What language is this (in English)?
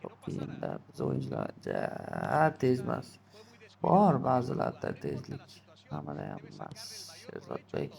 Uzbek